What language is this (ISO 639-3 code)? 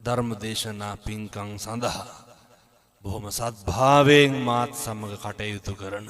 sin